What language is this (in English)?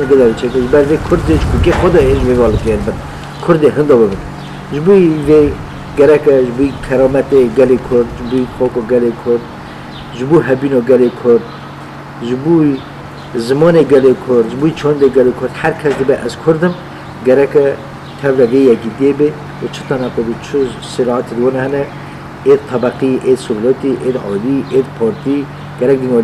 Kurdish